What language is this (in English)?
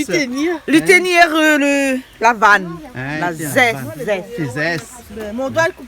Réunion Creole French